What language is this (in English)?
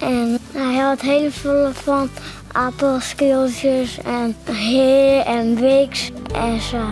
Western Frisian